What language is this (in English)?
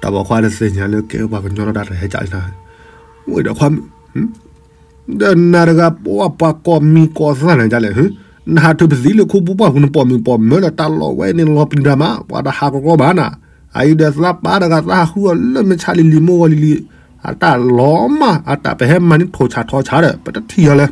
S'gaw Karen